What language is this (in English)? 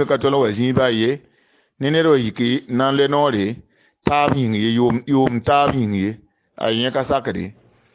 Mossi